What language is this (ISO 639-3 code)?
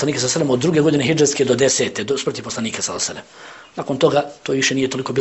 bos